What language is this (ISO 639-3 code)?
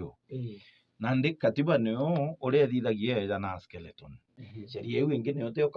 mer